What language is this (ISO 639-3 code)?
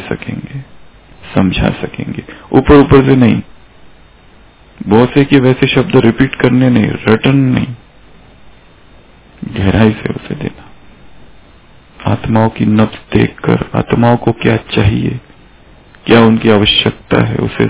hin